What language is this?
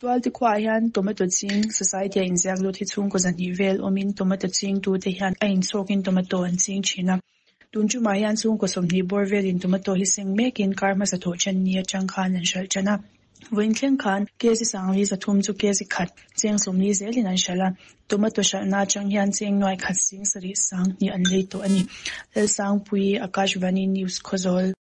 Mizo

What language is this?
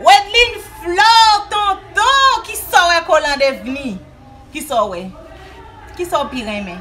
Haitian Creole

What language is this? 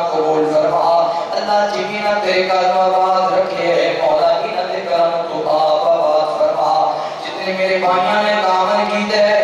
Western Panjabi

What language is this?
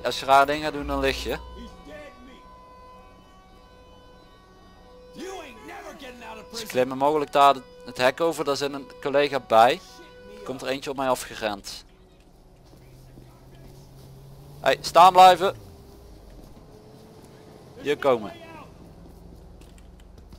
Dutch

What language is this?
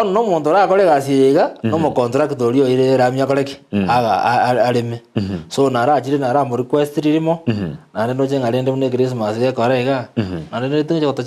Gusii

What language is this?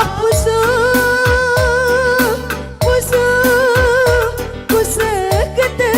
Batak Karo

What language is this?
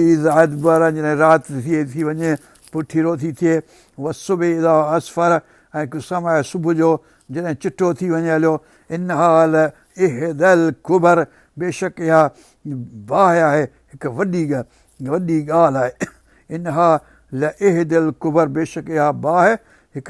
Sindhi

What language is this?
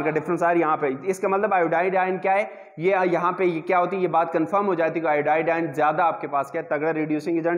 Hindi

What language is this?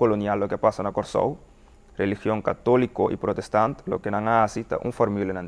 Papiamento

